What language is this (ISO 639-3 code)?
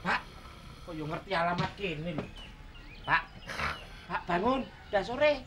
bew